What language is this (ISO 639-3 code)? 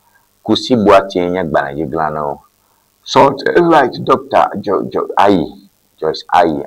ewe